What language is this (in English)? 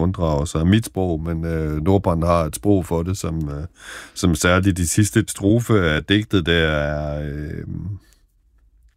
Danish